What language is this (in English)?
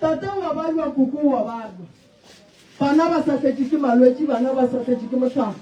Northern Sotho